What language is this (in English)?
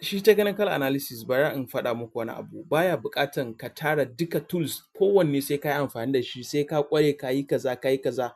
Hausa